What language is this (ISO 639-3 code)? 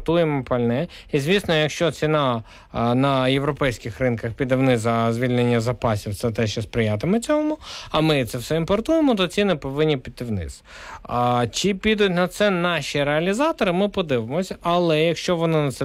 ukr